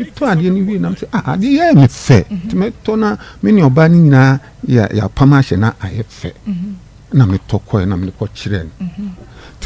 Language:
Akan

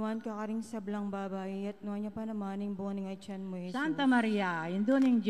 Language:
Pampanga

